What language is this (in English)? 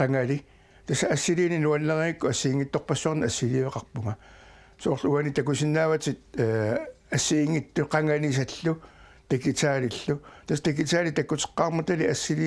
Kalaallisut